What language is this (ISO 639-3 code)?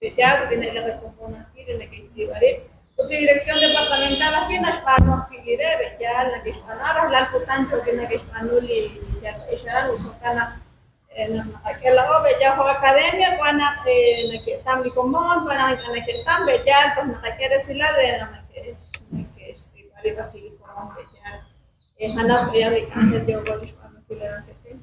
kek